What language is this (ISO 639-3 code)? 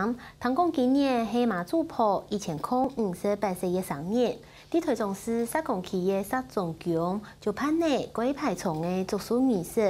hak